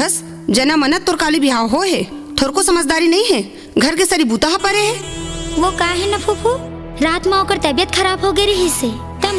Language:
Chhattisgarhi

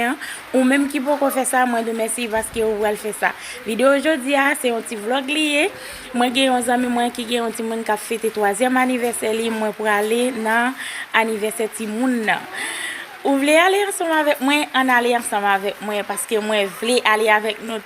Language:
Haitian Creole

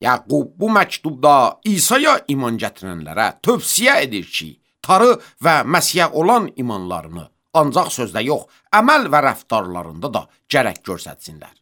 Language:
Azerbaijani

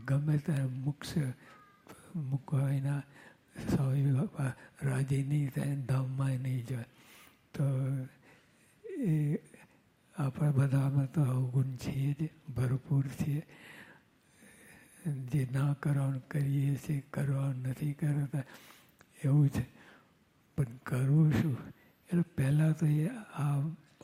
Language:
Gujarati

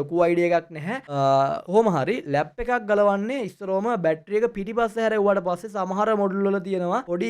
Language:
Sinhala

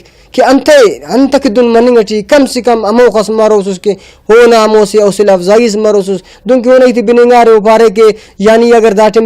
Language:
Brahui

